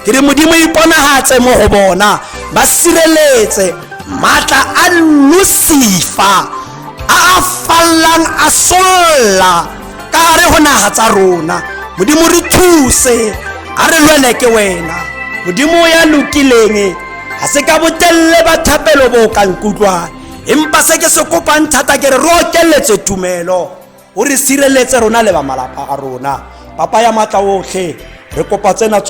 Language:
Tswana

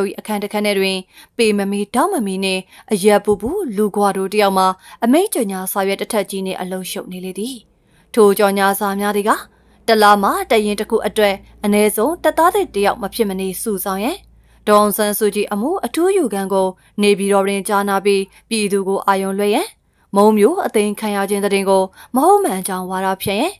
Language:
Burmese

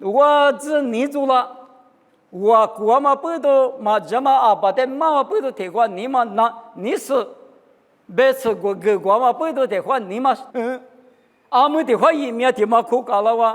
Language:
Lisu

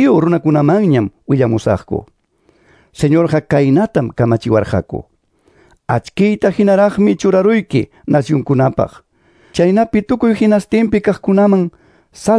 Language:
Quechua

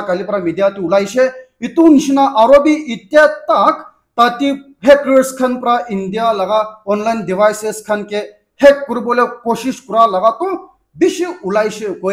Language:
Naga Pidgin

